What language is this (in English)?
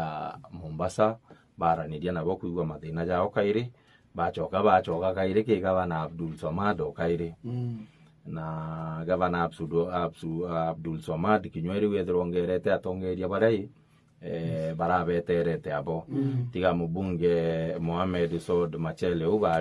Meru